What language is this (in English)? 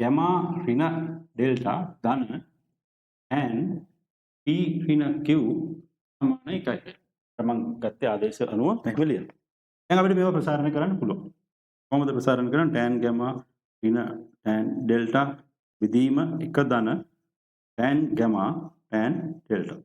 Sinhala